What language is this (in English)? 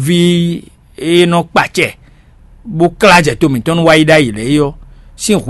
Fon